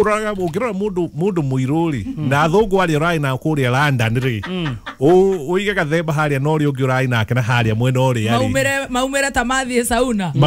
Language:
Kikuyu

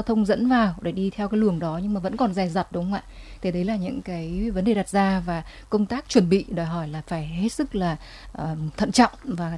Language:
Vietnamese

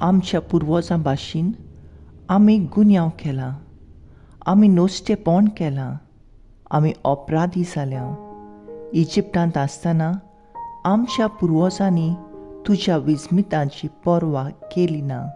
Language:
Konkani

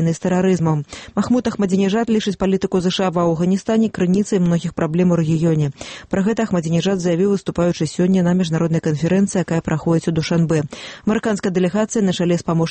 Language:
Belarusian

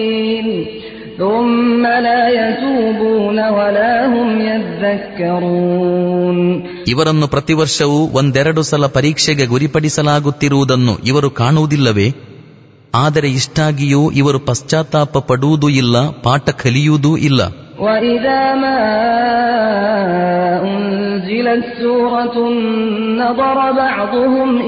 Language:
Kannada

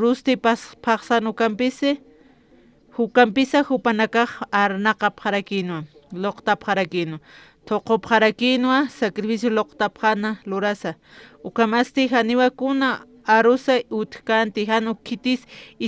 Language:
Aymara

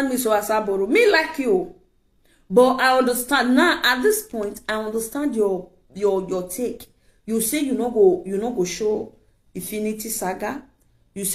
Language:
Nigerian Pidgin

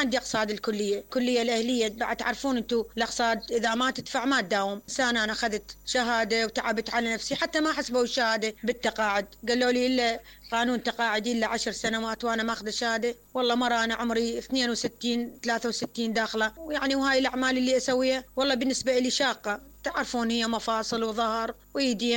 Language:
Mesopotamian Arabic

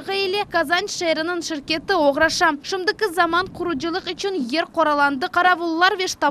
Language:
Crimean Tatar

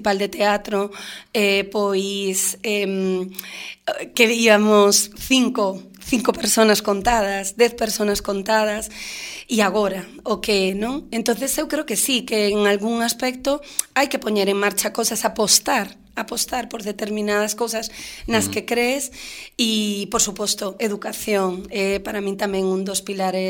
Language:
Galician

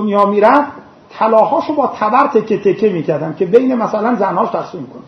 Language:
Persian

